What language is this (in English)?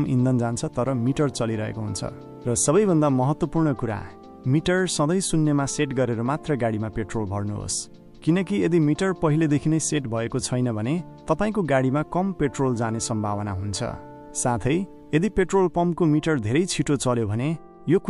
Nepali